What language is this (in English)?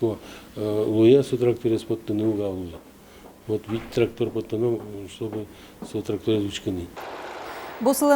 Udmurt